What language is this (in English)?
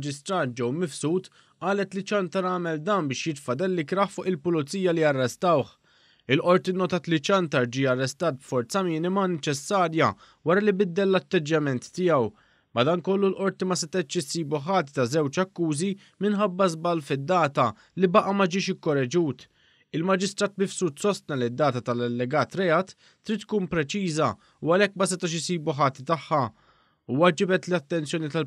Maltese